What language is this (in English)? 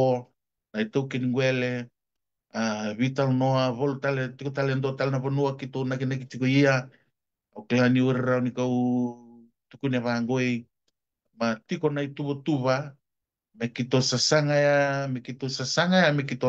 Fijian